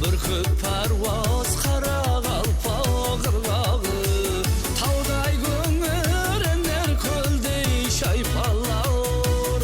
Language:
Kara-Kalpak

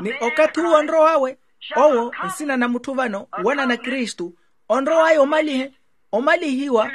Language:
Makhuwa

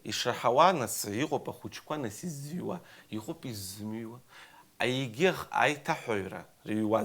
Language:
Abkhazian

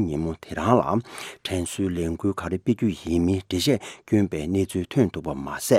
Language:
Tibetan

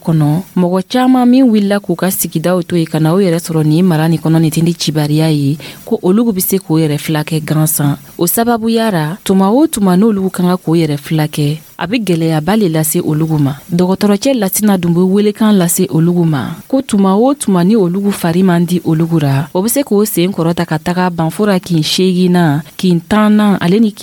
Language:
Dyula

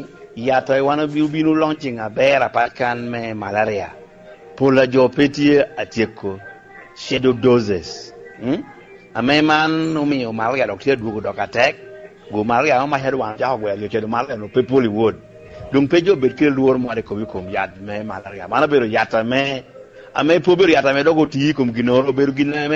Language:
Lango (Uganda)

